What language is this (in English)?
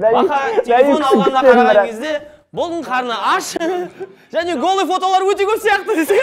Kazakh